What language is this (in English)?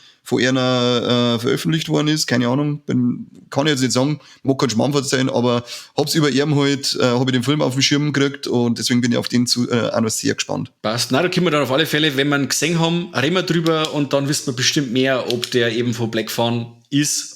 Bavarian